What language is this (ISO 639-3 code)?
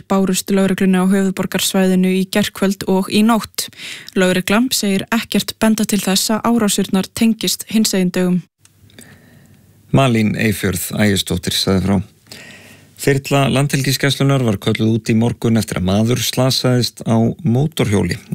isl